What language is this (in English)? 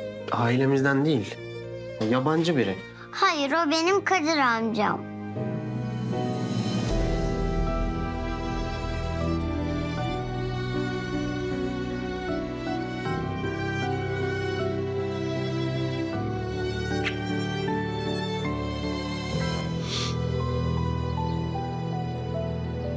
Turkish